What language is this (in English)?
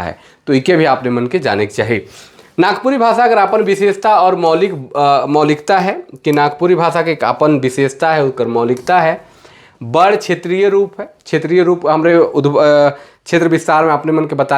Sadri